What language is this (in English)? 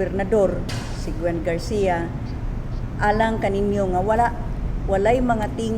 Cebuano